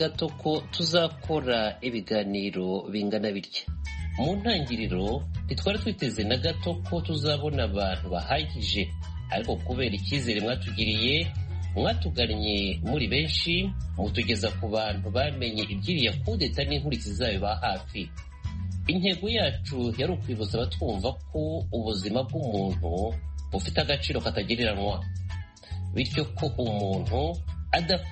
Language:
Kinyarwanda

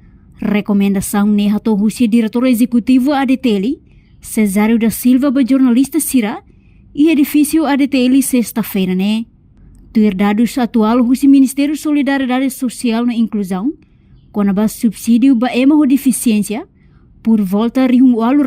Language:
Tetum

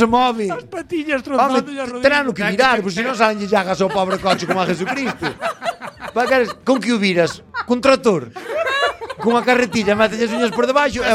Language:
Galician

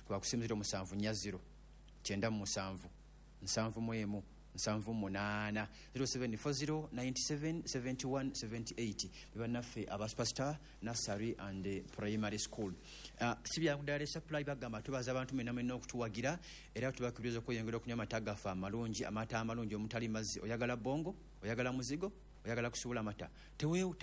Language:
Ganda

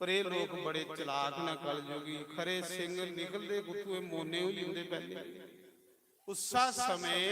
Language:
Dogri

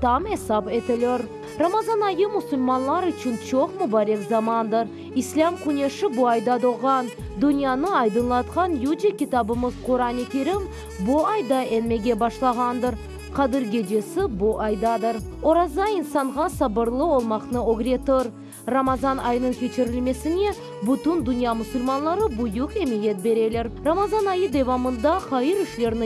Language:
Crimean Tatar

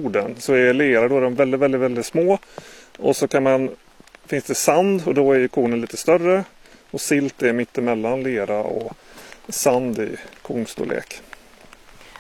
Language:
Swedish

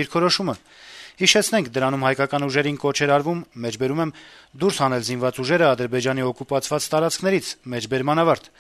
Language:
Armenian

